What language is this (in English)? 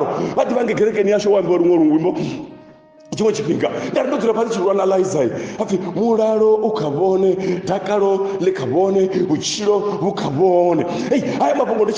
Venda